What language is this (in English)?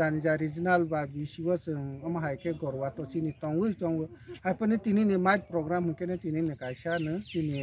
Kok Borok